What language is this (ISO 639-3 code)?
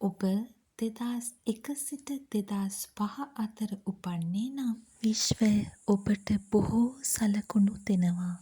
sin